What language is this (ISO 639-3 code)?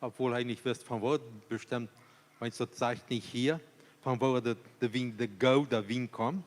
pdt